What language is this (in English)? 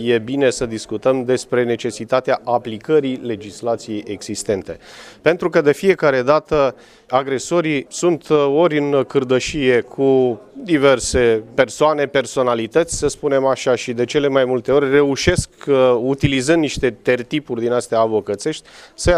Romanian